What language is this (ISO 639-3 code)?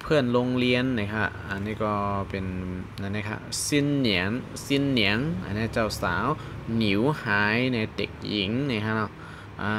shn